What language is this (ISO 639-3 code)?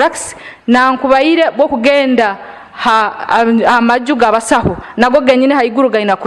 nyn